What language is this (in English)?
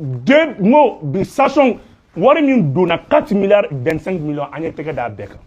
Bambara